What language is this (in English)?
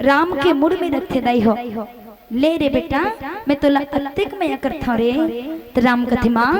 Chhattisgarhi